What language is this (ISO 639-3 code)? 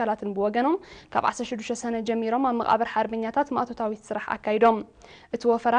tir